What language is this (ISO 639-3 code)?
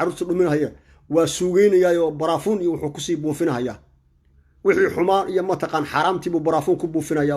som